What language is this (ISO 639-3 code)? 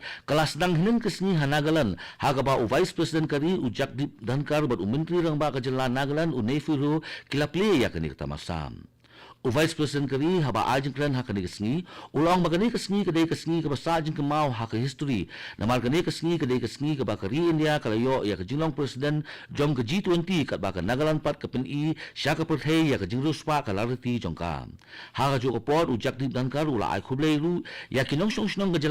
kha